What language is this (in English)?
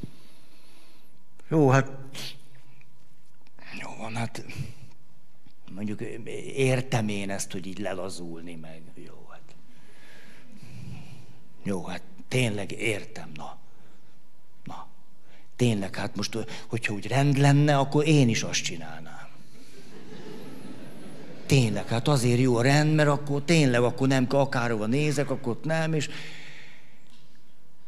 Hungarian